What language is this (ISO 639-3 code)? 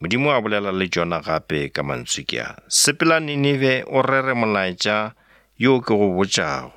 nso